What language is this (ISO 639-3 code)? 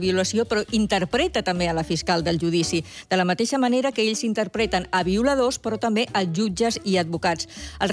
cat